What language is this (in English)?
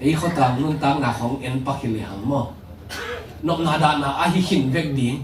Tedim Chin